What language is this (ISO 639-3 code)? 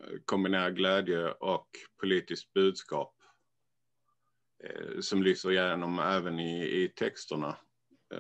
swe